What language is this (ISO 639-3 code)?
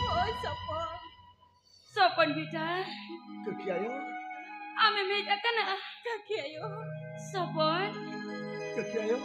sat